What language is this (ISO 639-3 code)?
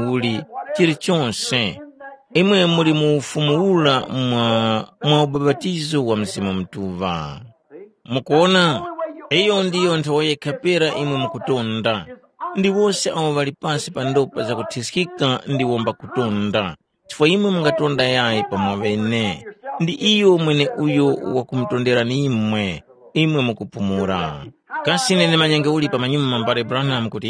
tum